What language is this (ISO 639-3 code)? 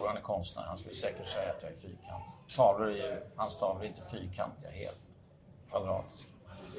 swe